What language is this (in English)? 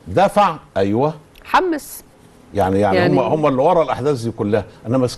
Egyptian Arabic